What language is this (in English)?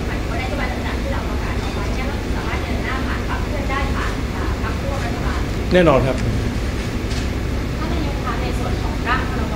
Thai